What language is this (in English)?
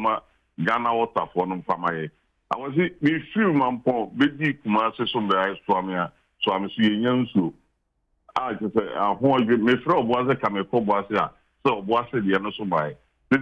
Akan